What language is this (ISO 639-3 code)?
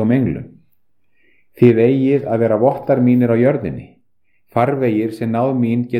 isl